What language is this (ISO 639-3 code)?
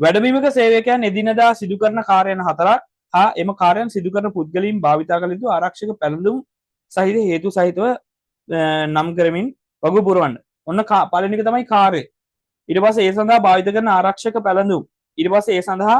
sin